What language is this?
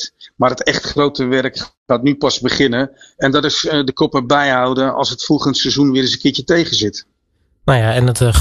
Dutch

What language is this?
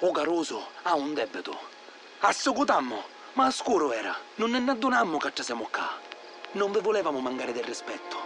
Sicilian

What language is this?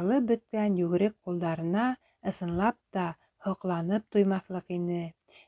Bashkir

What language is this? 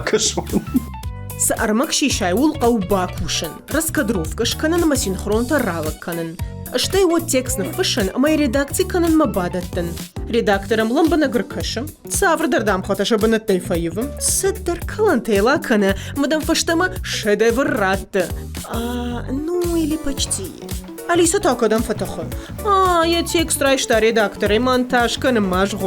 Ossetic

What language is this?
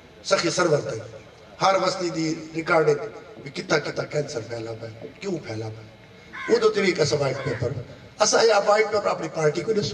Saraiki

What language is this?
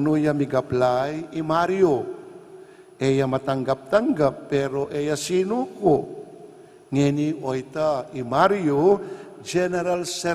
Pampanga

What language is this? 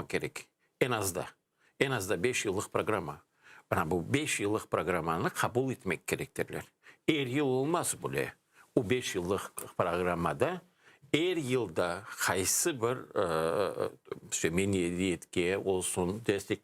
Crimean Tatar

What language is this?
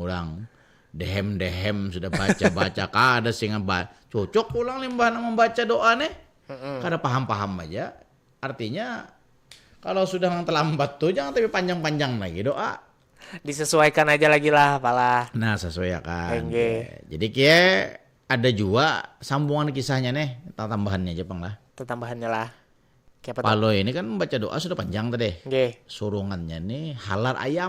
Banjar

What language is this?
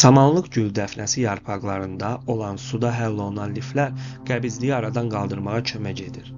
Azerbaijani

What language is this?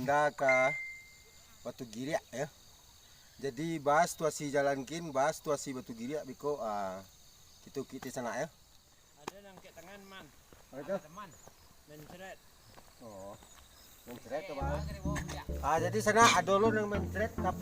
Minangkabau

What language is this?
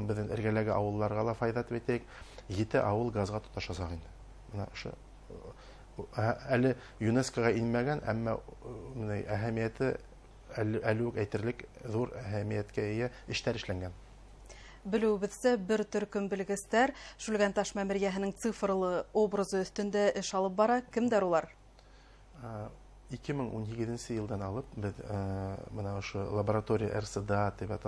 Bashkir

